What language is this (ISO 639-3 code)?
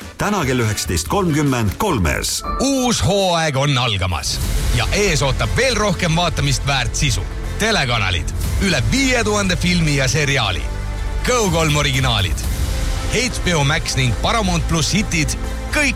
est